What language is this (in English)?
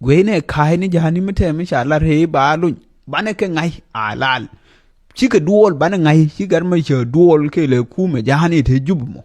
Nuer